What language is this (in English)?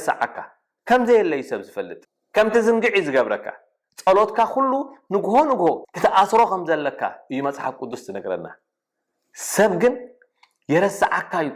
Tigrinya